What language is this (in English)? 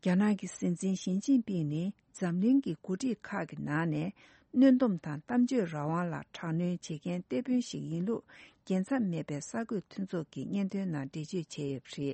Tibetan